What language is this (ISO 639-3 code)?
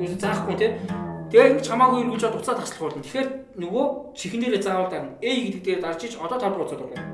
mon